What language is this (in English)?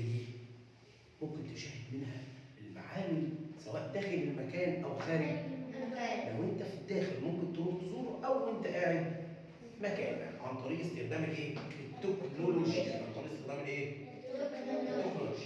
Egyptian Arabic